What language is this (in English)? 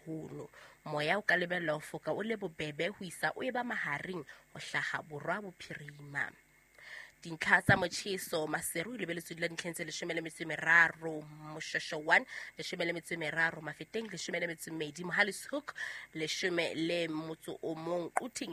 Southern Sotho